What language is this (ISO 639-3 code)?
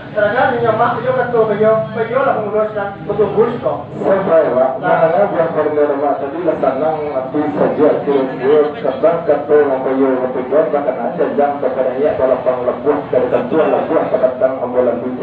min